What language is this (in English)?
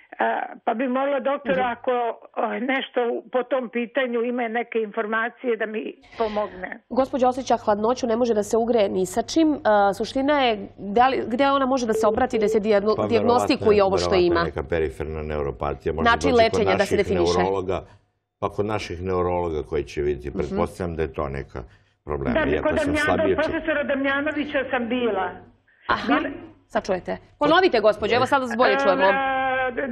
Serbian